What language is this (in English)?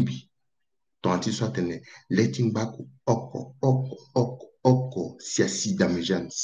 Sango